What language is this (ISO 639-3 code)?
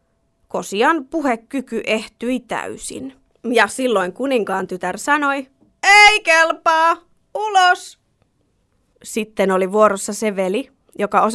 fin